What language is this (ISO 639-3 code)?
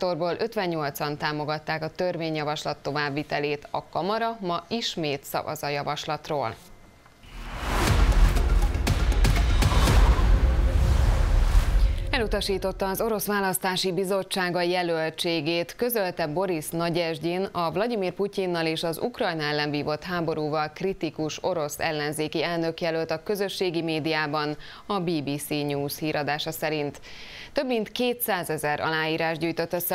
hun